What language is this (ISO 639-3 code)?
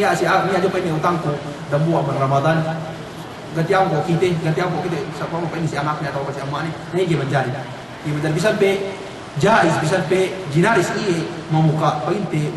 yka